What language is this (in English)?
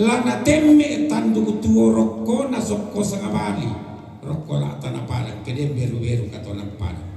Toraja-Sa'dan